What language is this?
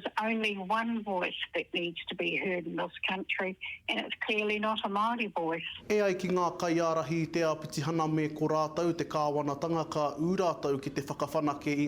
Māori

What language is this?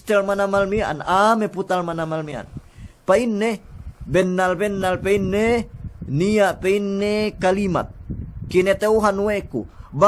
Yakan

